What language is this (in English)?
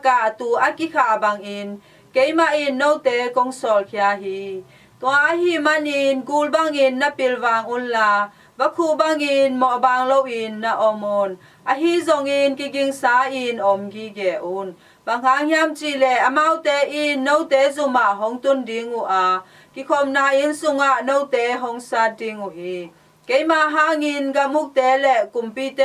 Tedim Chin